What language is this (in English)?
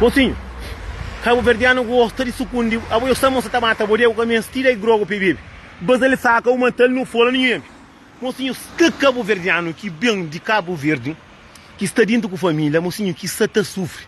Kabuverdianu